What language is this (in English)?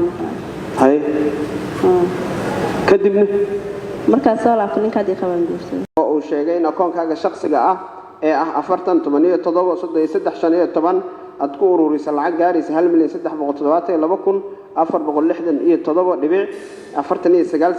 Somali